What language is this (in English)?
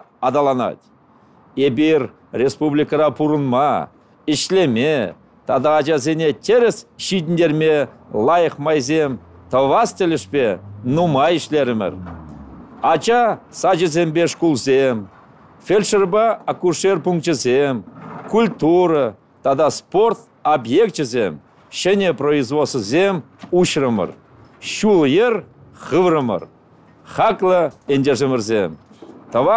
Chuvash